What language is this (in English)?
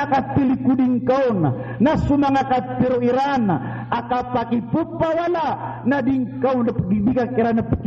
Maranao